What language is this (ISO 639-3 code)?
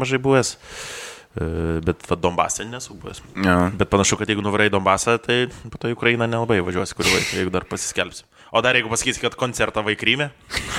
lit